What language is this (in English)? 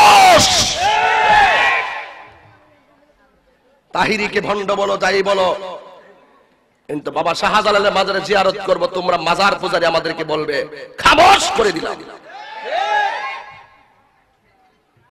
Bangla